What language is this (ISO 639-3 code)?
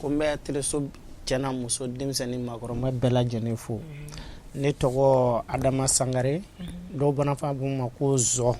bam